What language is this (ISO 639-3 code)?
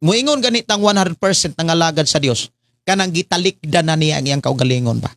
ceb